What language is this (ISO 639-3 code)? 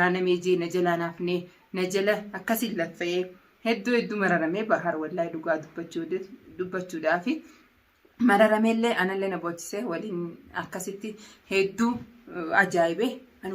orm